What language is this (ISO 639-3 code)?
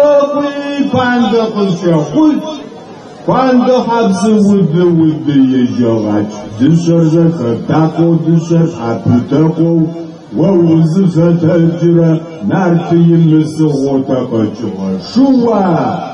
kbd